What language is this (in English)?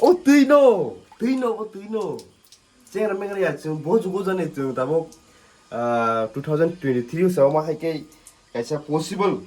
Kok Borok